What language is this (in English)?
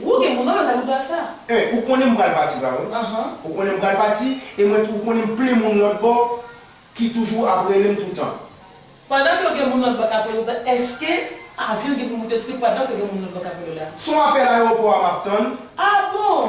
Haitian Creole